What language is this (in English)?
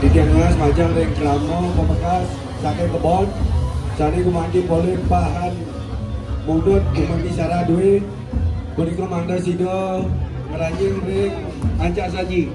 Balinese